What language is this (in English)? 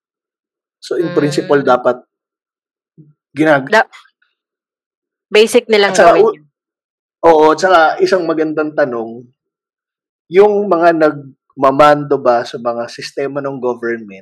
Filipino